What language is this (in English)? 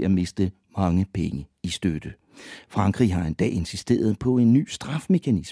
Danish